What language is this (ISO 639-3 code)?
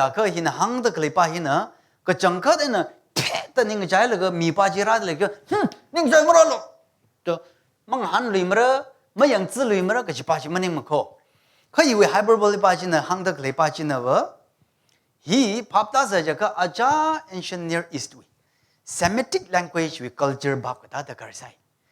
nmf